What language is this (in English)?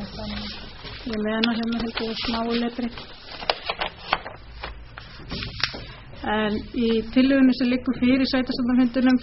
Icelandic